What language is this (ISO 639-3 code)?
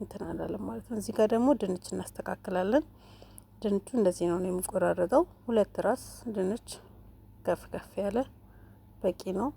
amh